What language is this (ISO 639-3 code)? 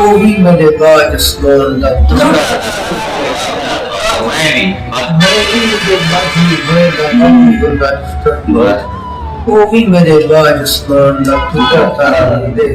skr